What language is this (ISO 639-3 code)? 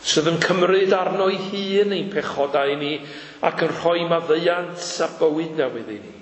cym